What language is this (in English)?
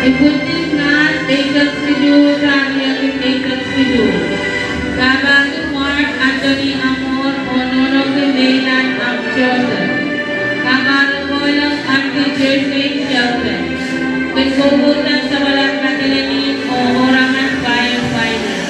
Pohnpeian